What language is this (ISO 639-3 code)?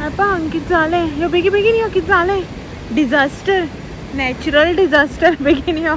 kok